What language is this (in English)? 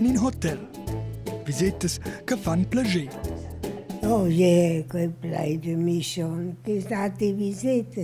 Romansh